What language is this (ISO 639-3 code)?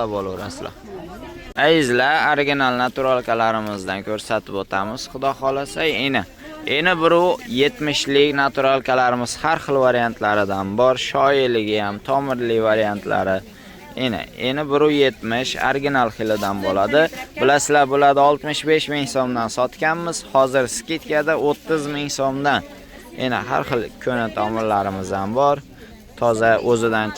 uzb